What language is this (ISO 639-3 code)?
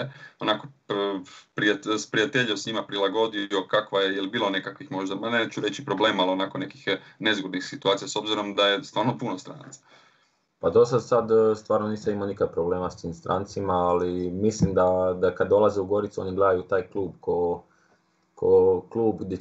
hrv